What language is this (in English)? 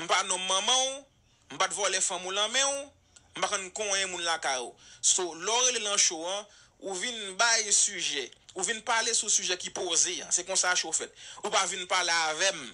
Haitian Creole